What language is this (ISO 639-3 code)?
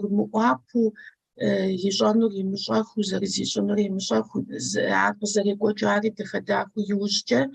kbd